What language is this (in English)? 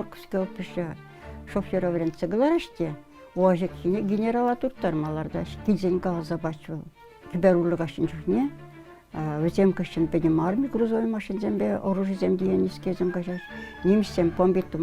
Chuvash